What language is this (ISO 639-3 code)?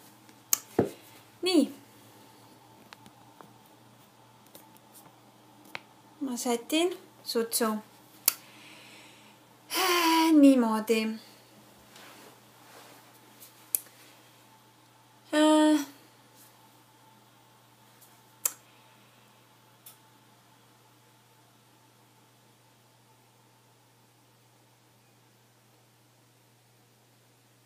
est